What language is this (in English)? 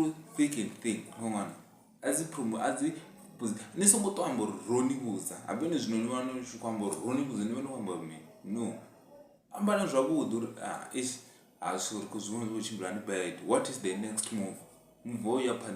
Venda